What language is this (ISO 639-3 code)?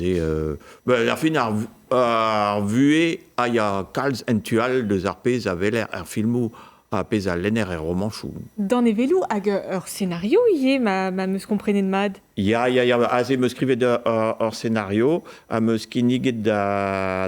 bre